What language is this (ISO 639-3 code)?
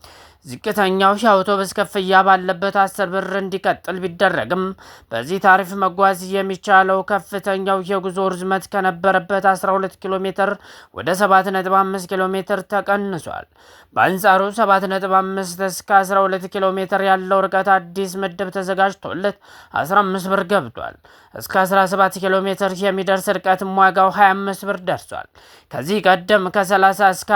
amh